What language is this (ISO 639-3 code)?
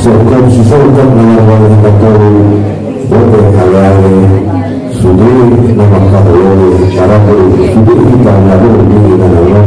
akb